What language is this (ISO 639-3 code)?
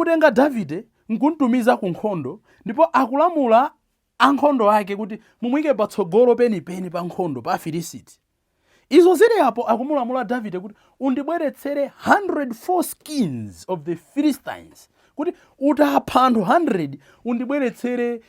nya